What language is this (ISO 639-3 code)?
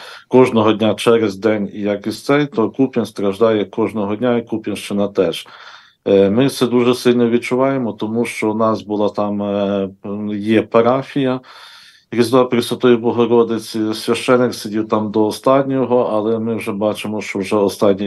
ukr